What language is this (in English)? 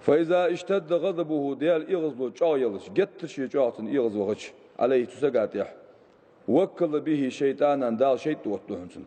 Ingush